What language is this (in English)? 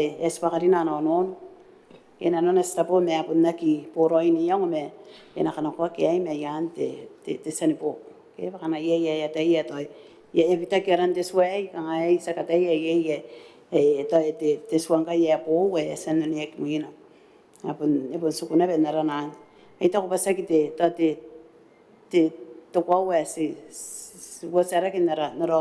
Gilbertese